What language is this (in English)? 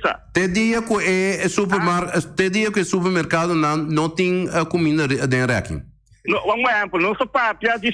Papiamento